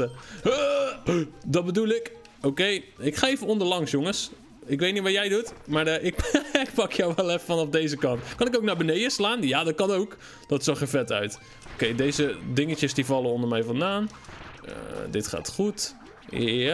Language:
Dutch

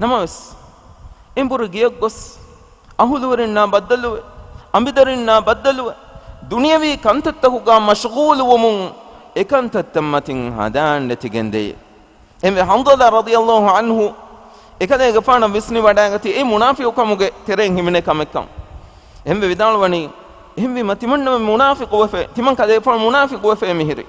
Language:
Divehi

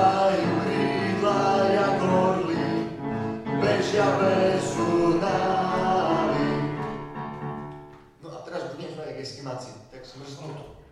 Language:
Slovak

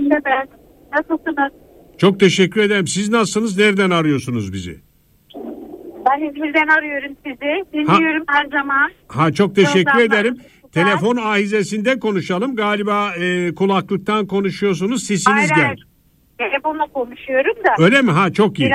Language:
Turkish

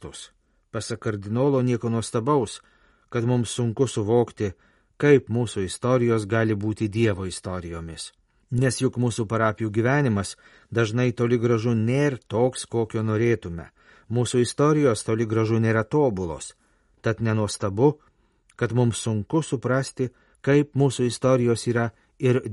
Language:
Lithuanian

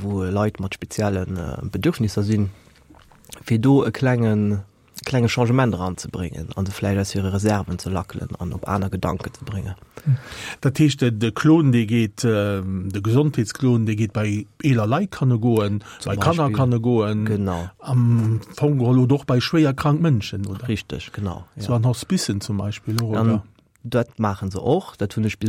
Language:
Luxembourgish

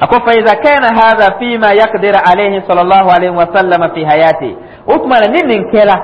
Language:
Dyula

